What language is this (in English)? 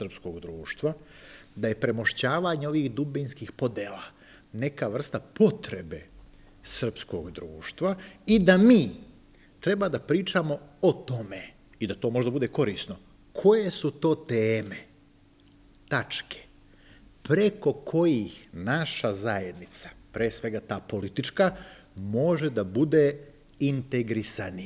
Serbian